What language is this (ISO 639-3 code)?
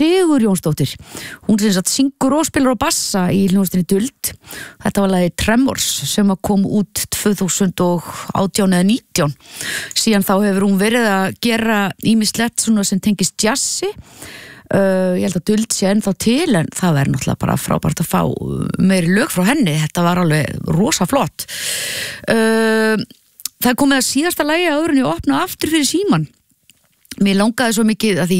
isl